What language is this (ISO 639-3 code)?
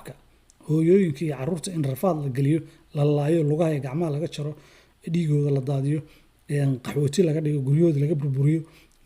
som